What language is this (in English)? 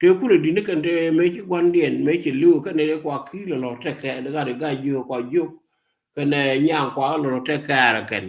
Nuer